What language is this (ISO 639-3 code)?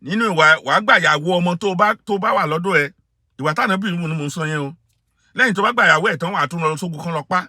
yor